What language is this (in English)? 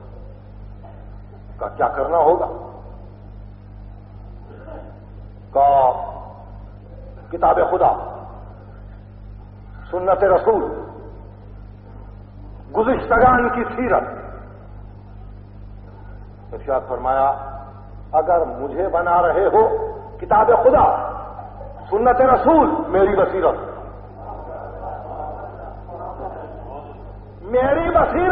Urdu